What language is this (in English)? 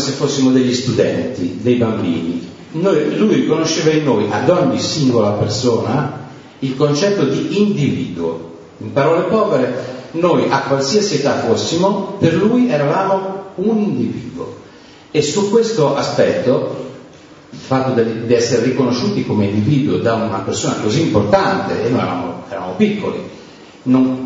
Italian